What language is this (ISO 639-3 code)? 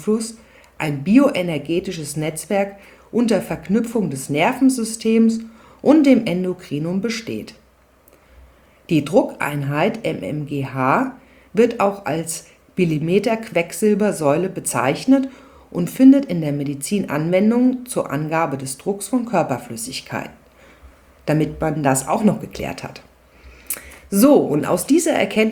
deu